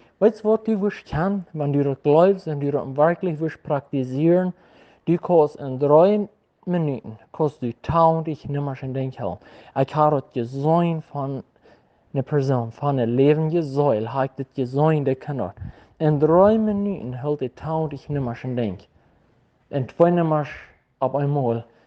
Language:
Plautdietsch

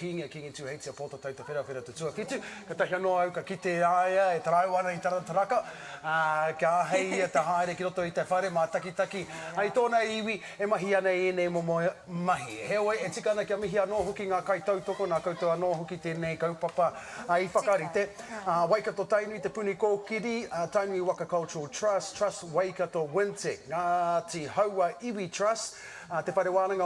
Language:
Māori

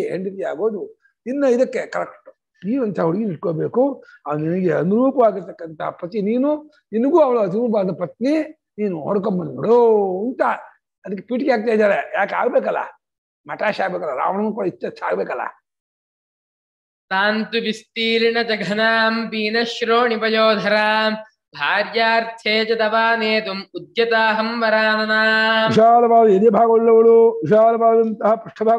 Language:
Kannada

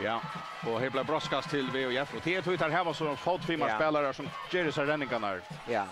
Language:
Faroese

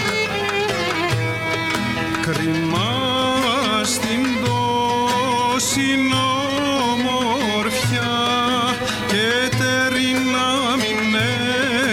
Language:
Greek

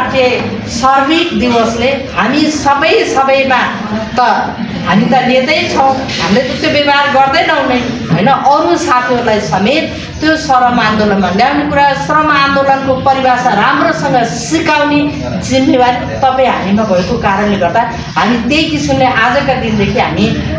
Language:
Nepali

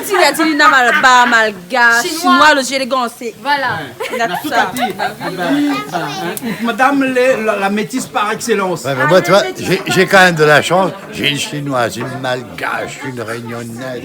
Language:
Réunion Creole French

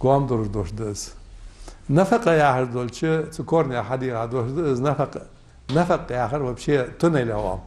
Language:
Ingush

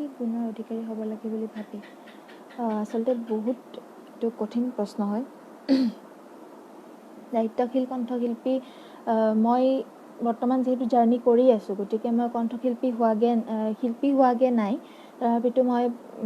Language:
Assamese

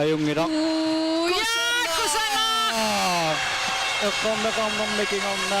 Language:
Kalaallisut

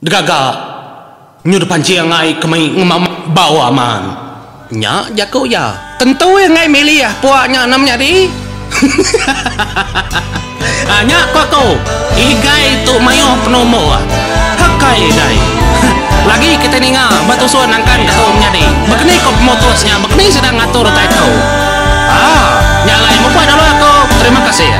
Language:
Iban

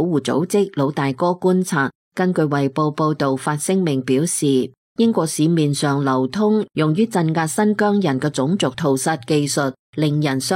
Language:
Cantonese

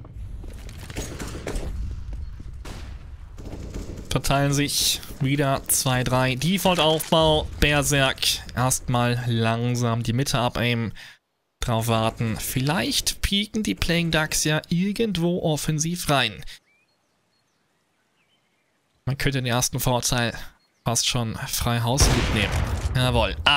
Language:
German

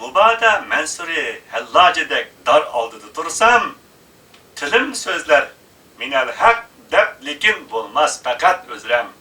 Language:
Uyghur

